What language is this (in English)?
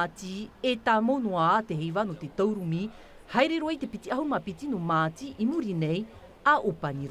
Tahitian